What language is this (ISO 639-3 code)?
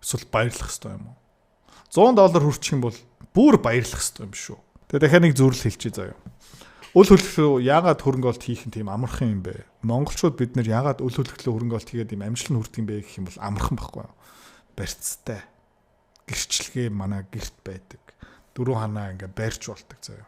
mon